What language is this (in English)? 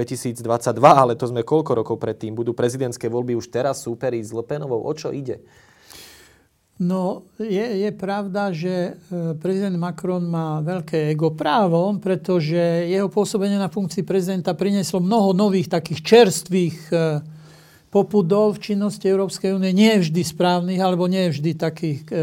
Slovak